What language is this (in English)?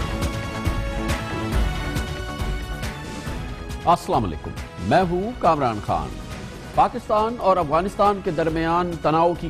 Urdu